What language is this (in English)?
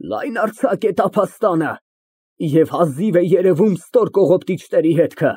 Armenian